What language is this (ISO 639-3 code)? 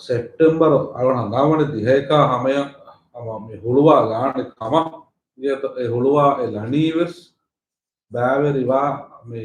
div